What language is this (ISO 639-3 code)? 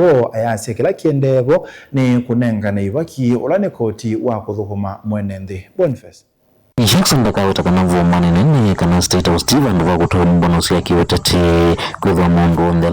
kam